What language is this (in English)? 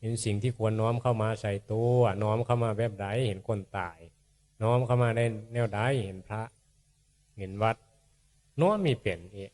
Northeastern Thai